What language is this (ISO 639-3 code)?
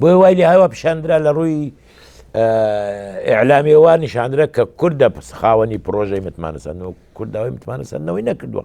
ckb